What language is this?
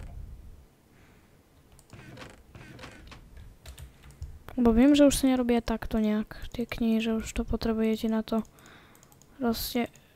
Slovak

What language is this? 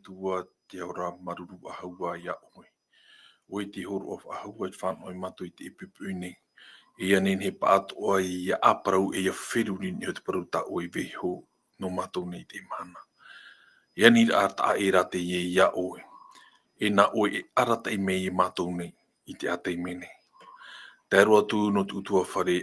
Tahitian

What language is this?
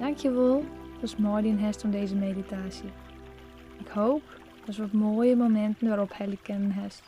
Western Frisian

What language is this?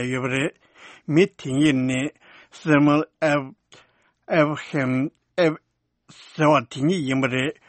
Tibetan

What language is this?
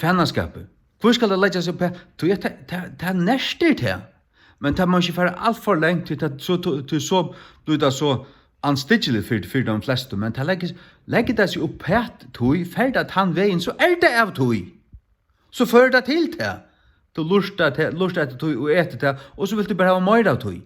Faroese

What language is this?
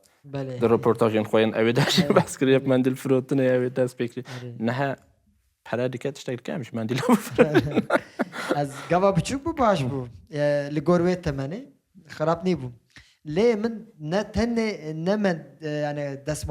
Kurdish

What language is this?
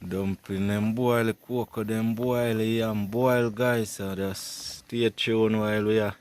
Jamaican Creole English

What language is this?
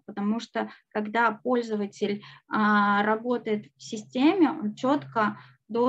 Russian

